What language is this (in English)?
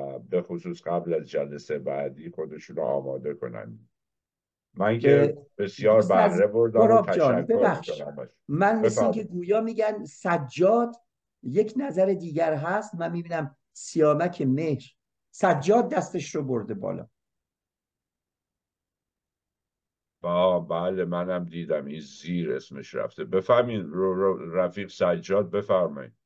Persian